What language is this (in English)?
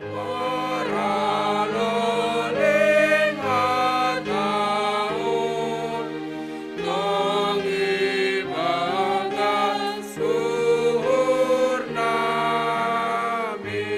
Batak Simalungun